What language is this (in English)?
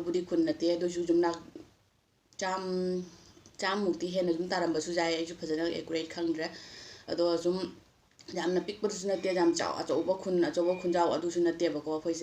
Manipuri